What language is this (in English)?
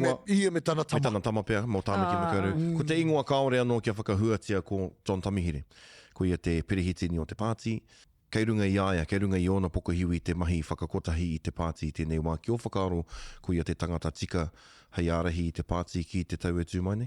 Māori